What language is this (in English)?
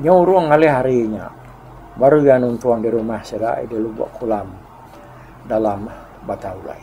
Iban